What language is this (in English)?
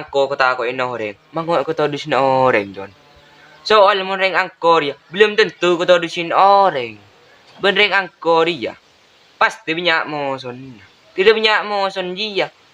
Madurese